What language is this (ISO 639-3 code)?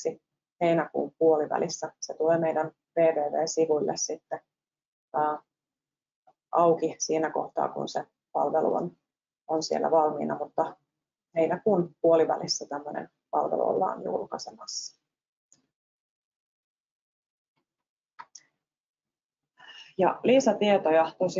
fin